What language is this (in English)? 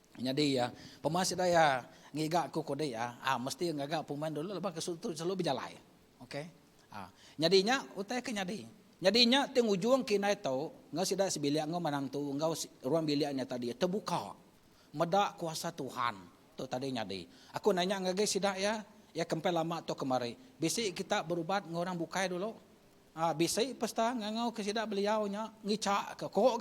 Iban